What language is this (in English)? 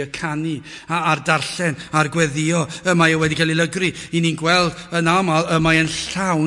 Welsh